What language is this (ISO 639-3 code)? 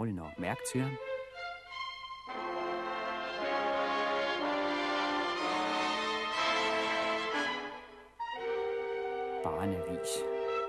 dan